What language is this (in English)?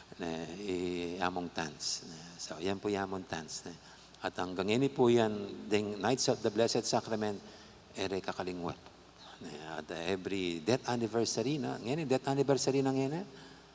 Pampanga